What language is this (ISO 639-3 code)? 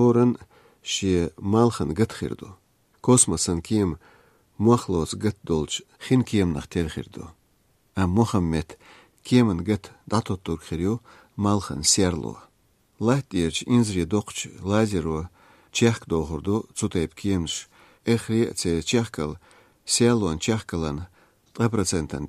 lit